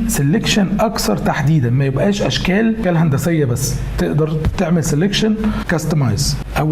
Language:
Egyptian Arabic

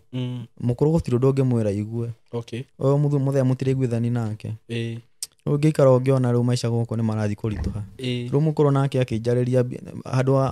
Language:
Kikuyu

